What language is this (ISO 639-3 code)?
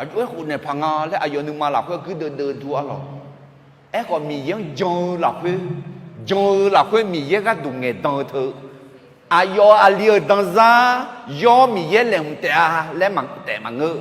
ahk